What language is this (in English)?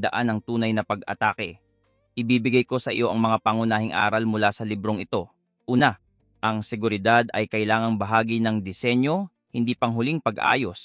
Filipino